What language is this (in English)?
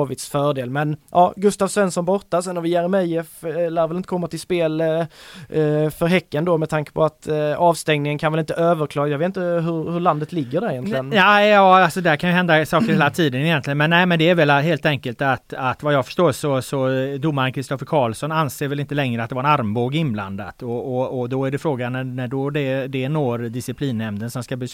Swedish